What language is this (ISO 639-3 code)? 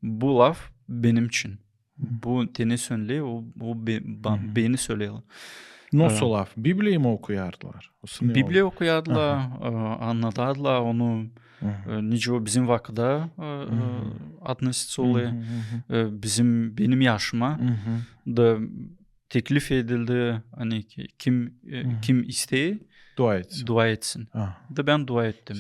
gag